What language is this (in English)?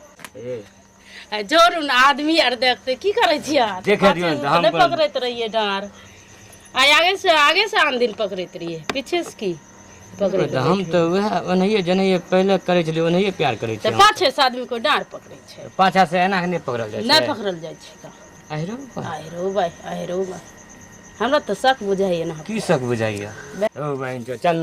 Maithili